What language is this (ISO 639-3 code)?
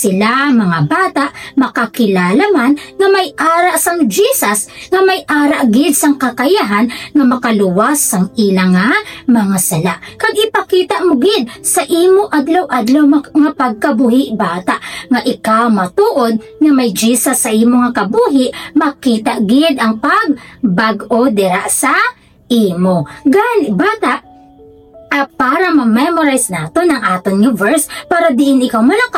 hil